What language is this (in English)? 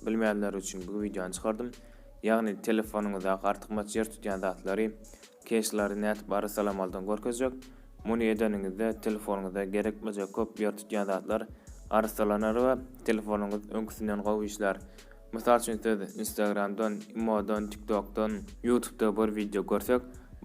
Turkmen